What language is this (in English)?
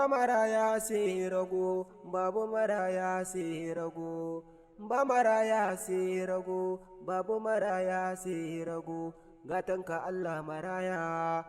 Hausa